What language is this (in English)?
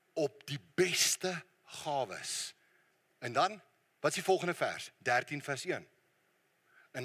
Afrikaans